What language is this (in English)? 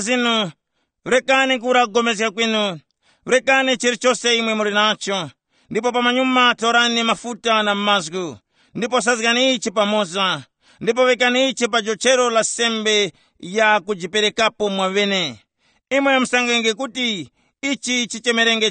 Tumbuka